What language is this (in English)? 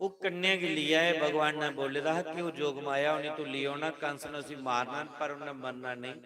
Dogri